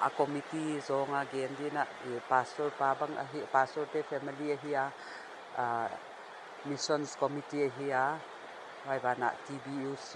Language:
Paite Chin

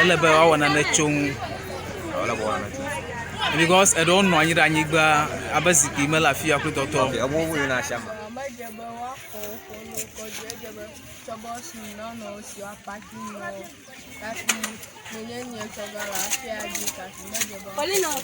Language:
Ewe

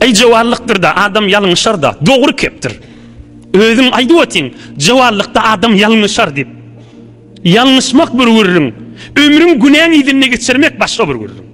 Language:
Turkmen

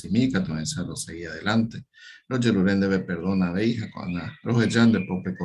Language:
Guarani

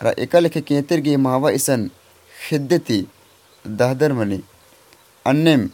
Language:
Kurukh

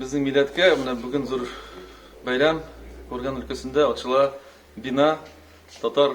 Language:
Tatar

